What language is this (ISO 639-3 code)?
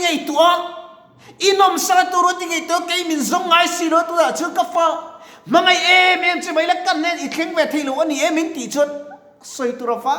lus